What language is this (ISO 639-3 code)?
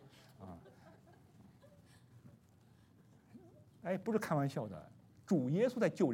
zho